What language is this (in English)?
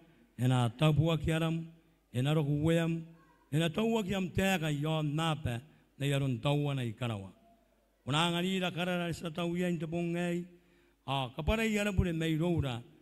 Gilbertese